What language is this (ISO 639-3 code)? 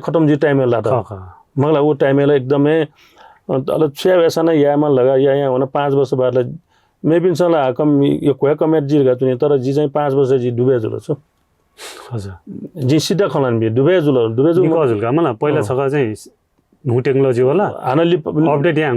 new